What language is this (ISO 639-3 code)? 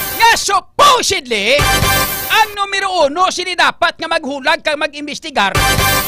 hil